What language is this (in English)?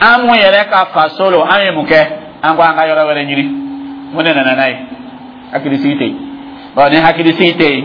Dyula